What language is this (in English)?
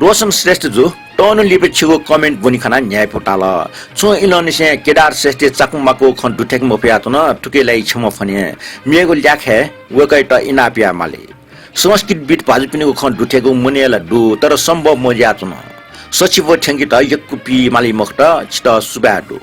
Newari